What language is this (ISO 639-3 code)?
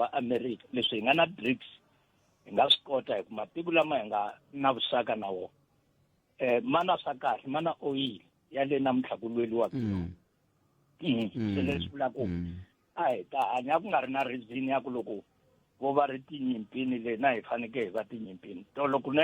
tso